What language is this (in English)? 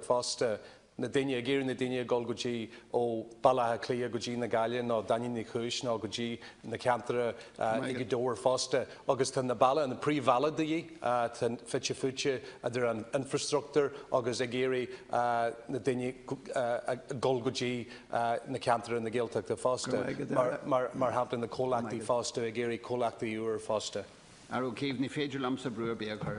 Irish